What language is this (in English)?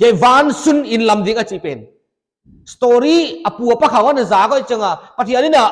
Paite Chin